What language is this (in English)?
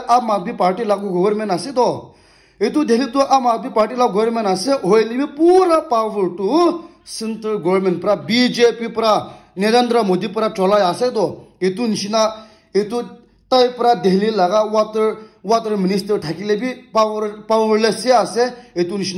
Naga Pidgin